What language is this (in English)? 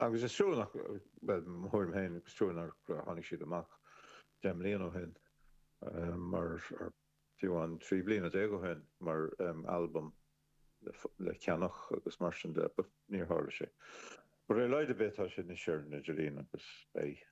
Irish